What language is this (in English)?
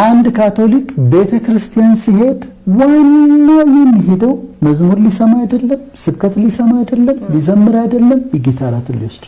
Amharic